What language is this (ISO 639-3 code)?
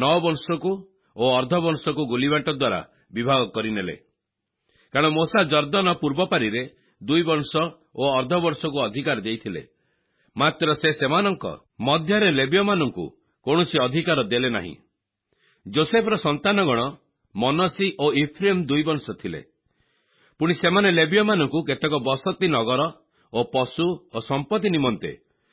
ori